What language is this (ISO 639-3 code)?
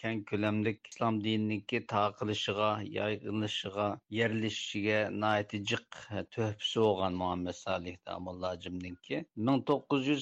uig